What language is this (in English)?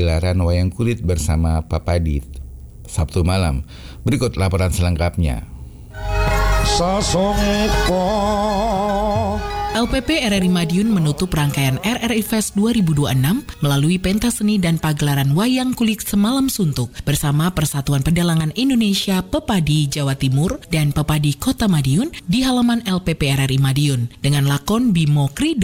Indonesian